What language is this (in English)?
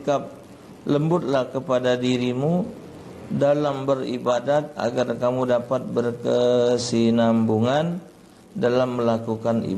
Musi